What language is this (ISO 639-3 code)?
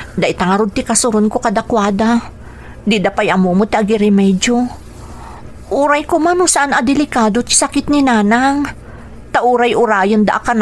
ilo